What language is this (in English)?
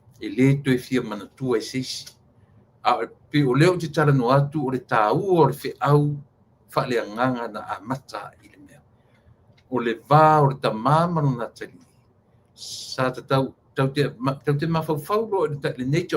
Samoan